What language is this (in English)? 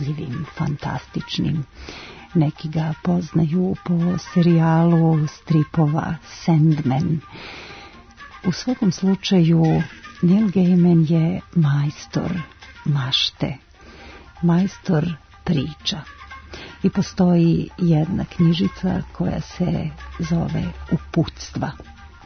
Serbian